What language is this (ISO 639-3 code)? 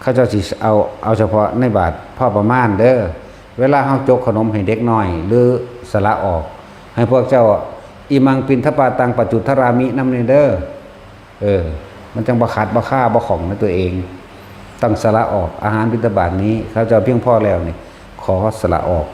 tts